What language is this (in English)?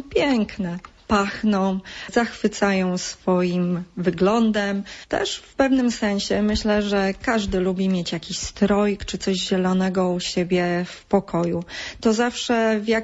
Polish